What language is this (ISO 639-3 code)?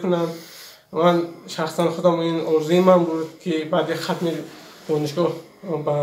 tgk